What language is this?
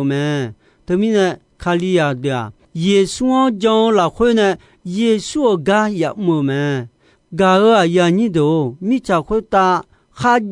Akha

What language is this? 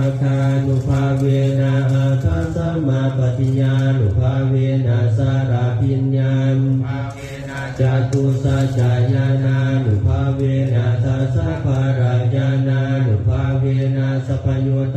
Pali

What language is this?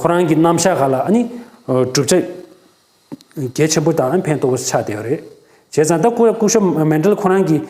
Tibetan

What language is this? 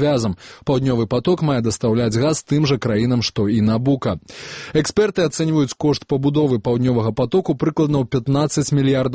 Belarusian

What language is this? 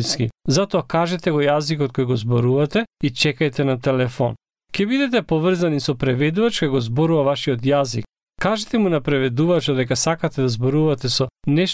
Macedonian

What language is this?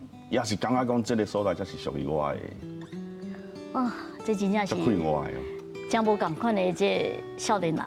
Min Nan Chinese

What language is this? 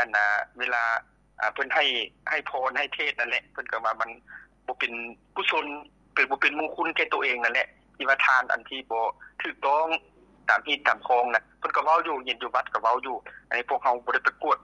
Lao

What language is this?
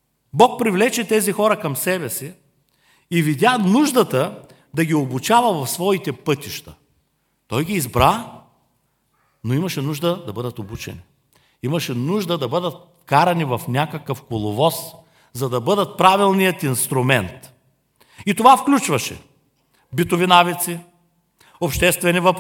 Bulgarian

